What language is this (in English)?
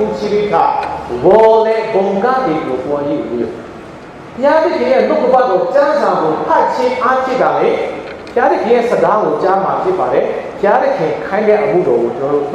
Lahu